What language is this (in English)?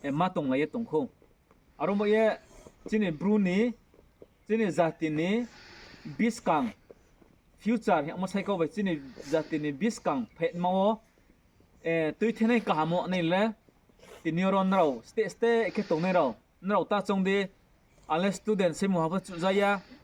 Riang (India)